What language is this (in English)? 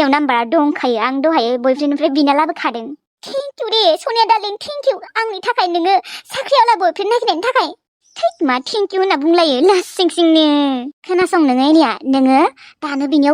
Bodo